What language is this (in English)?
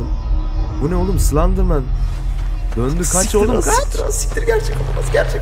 Turkish